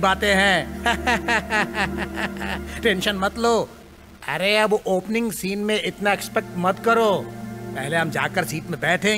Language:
Hindi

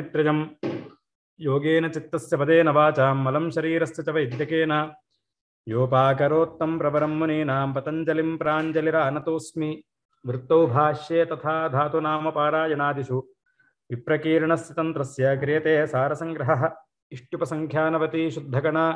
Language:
Sanskrit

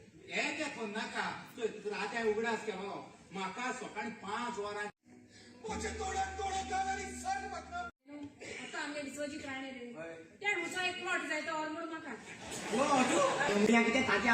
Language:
Konkani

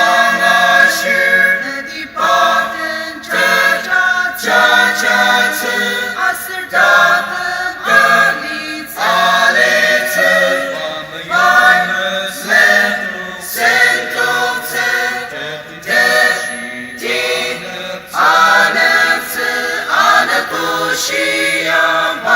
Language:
Ao Naga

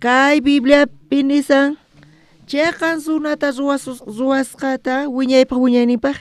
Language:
South Bolivian Quechua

